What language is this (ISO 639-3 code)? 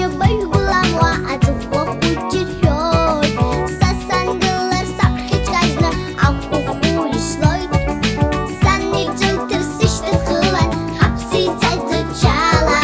abk